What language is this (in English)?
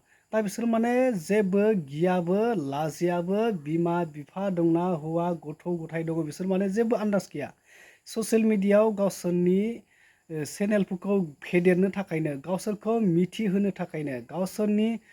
Bodo